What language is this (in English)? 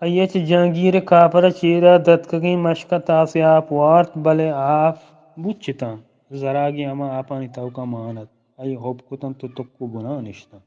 Eastern Balochi